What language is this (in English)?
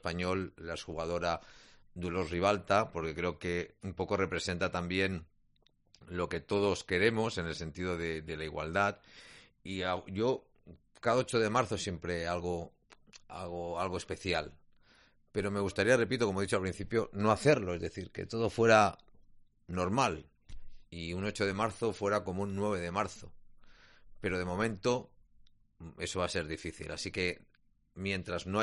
Spanish